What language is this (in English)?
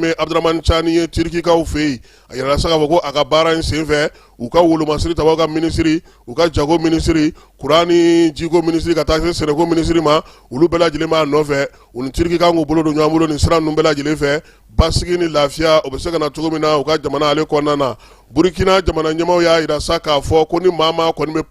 Bambara